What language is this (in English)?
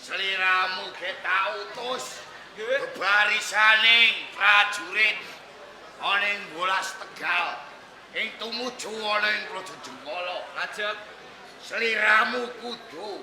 Javanese